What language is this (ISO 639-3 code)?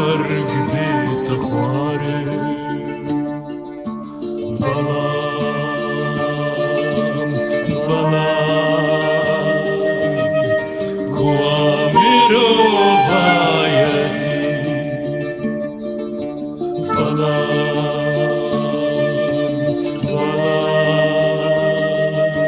kur